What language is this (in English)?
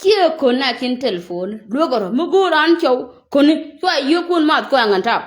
Nuer